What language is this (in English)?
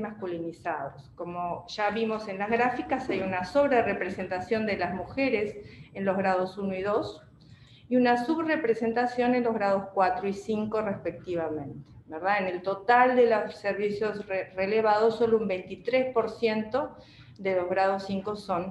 Spanish